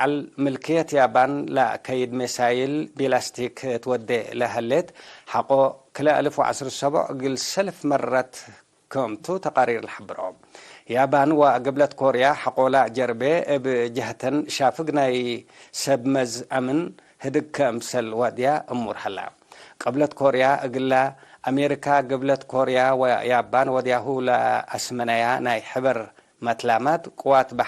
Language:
Tigre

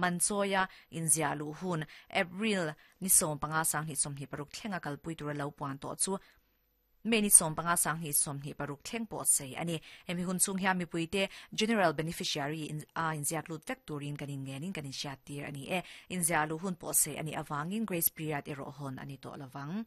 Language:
Mizo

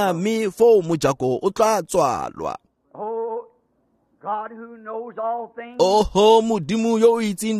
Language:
Tswana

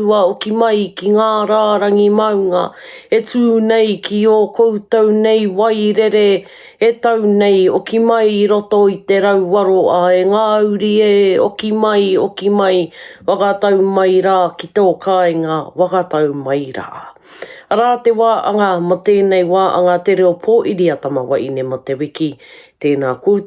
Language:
Māori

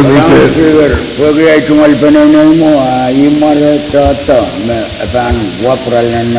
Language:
Pohnpeian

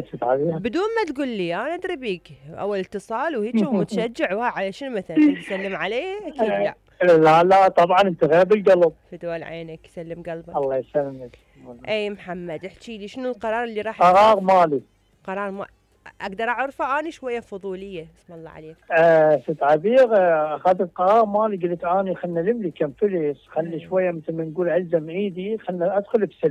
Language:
Mesopotamian Arabic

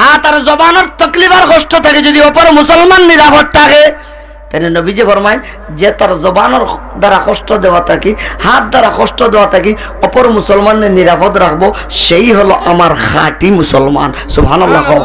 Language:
Sylheti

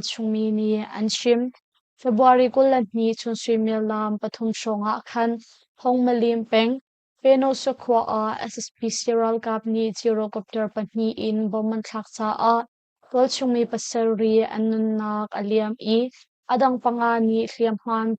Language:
Hakha Chin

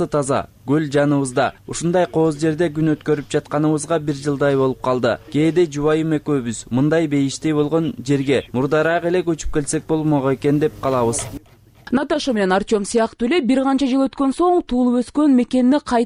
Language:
Kyrgyz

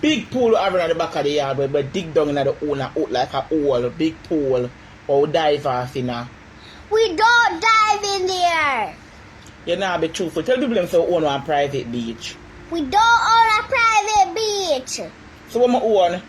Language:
Jamaican Creole English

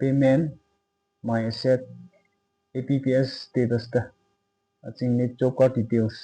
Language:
Tangkhul Naga (India)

